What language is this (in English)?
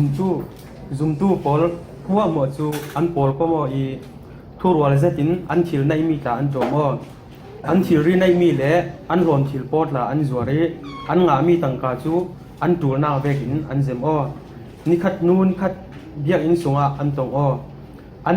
Falam Chin